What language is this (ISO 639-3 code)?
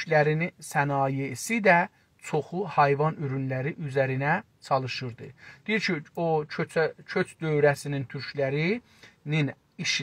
azb